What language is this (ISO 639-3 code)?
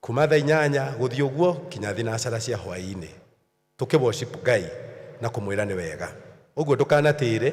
kik